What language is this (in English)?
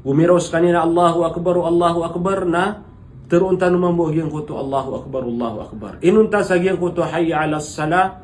Maranao